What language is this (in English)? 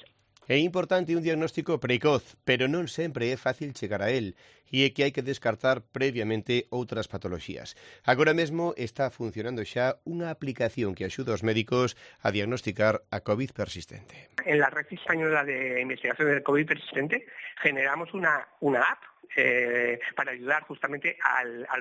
Galician